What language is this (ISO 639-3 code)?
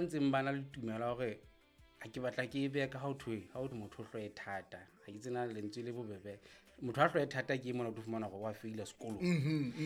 sot